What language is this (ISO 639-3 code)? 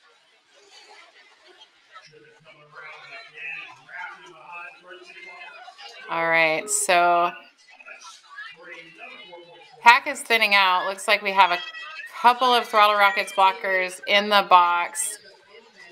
eng